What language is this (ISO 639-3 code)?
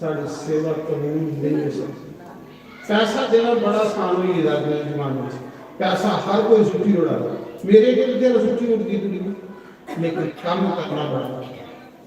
doi